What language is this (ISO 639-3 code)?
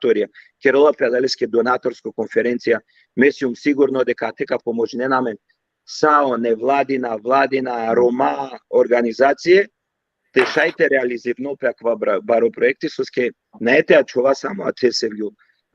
rmn